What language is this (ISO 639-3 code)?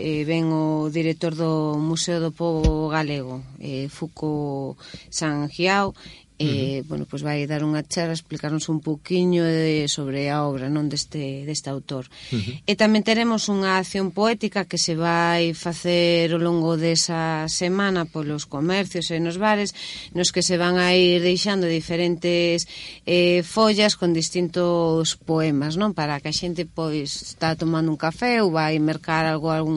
glg